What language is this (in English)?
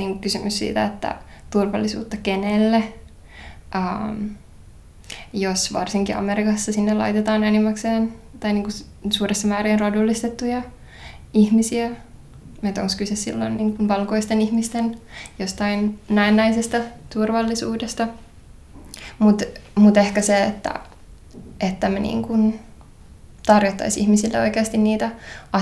Finnish